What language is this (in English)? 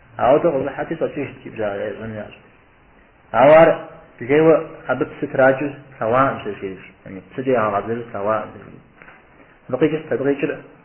Kabardian